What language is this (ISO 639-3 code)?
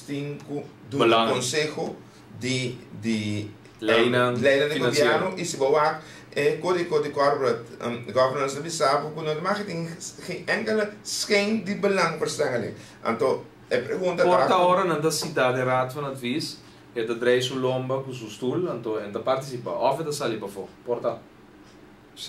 pap